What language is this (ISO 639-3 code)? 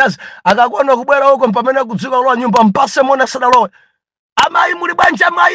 nya